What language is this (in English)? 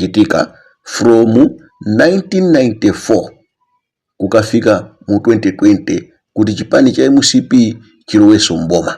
Nyanja